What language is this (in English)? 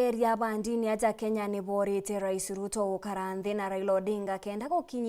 Meru